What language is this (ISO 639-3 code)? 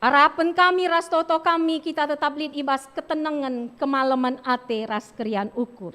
btx